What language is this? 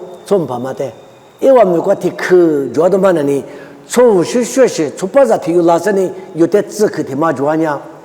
Lisu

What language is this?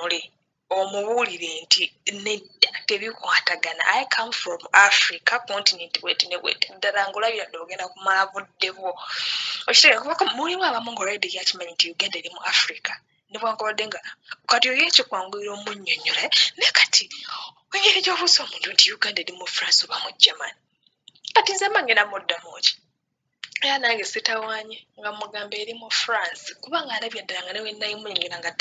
Ganda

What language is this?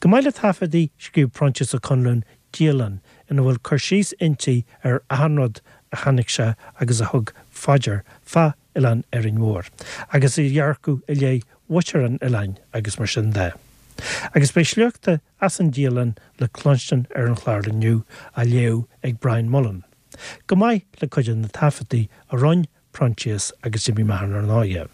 Irish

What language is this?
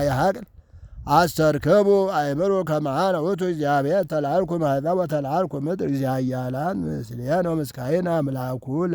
Geez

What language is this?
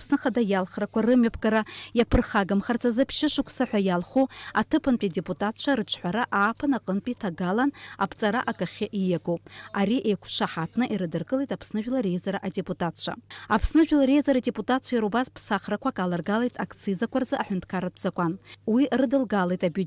Abkhazian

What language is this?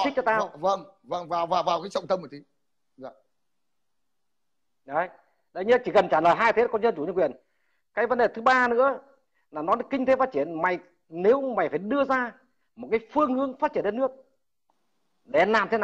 Vietnamese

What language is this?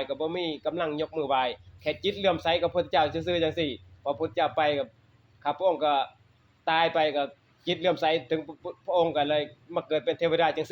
Northeastern Thai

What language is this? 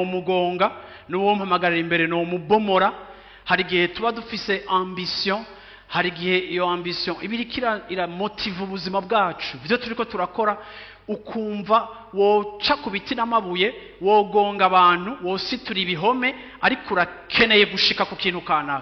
Rundi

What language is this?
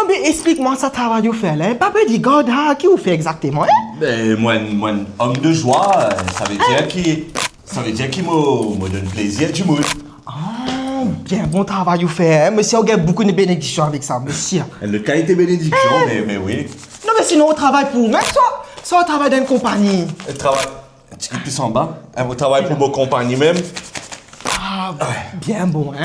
Morisyen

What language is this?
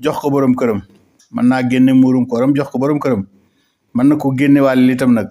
Wolof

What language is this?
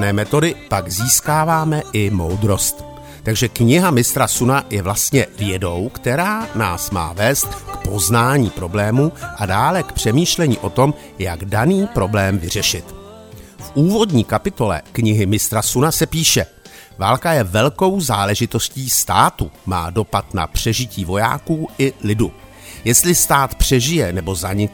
Czech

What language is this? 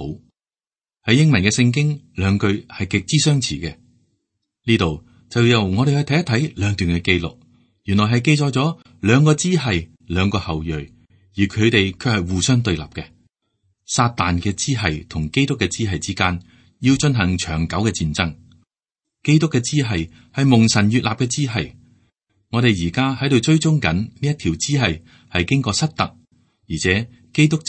Cantonese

